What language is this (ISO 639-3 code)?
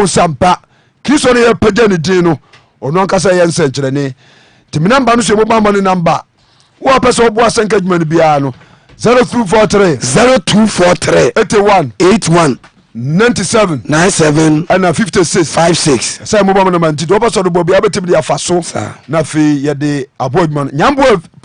aka